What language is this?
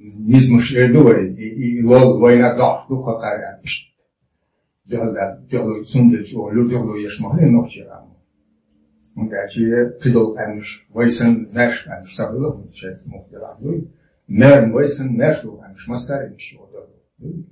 Chechen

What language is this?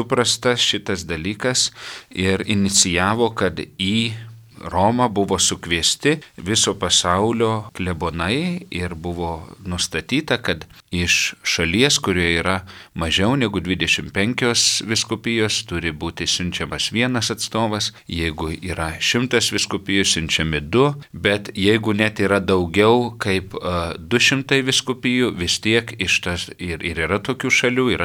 Lithuanian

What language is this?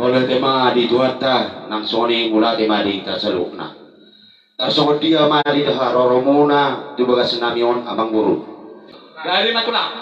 Batak Toba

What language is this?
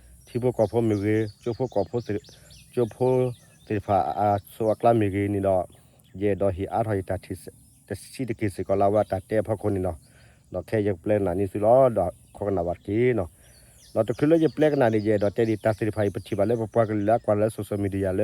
S'gaw Karen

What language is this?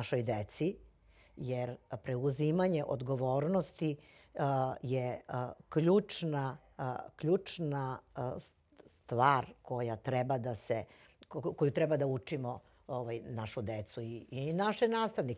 Serbian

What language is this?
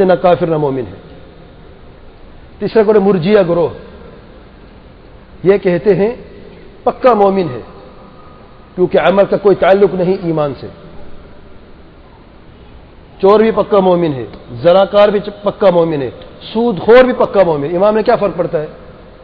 Urdu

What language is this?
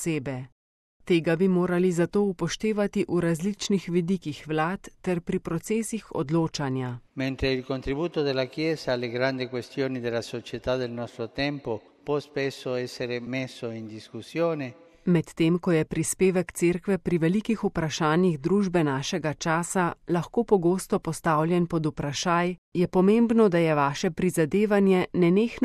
Slovenian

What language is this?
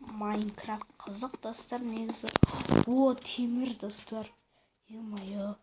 Kazakh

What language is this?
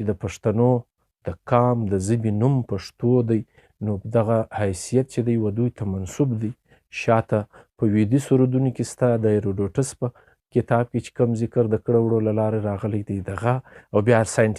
Pashto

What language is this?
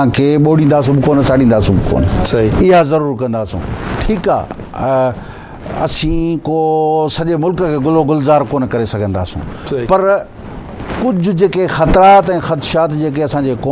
Sindhi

